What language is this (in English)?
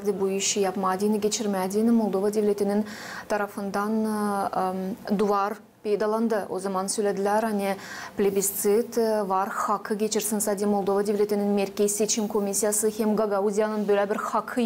Gagauz